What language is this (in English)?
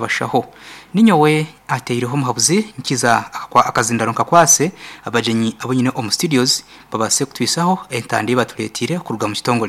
Nyoro